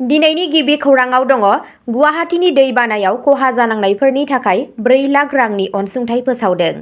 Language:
Bodo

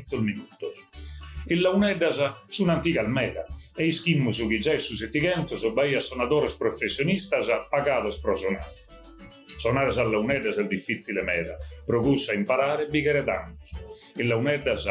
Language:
Sardinian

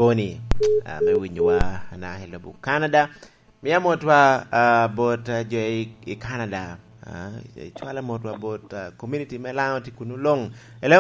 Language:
Lango (Uganda)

